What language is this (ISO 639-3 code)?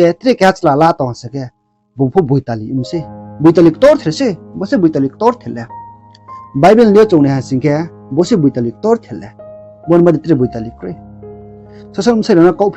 ria